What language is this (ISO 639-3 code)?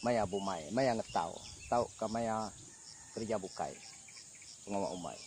iba